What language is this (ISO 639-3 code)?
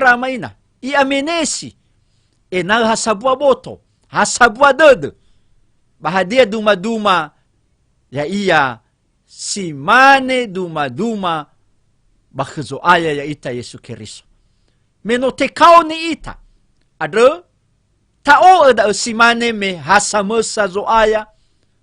nia